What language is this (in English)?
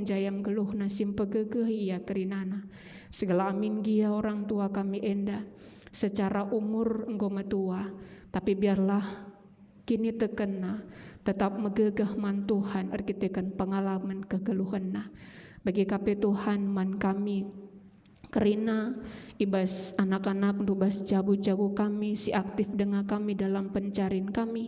Batak Karo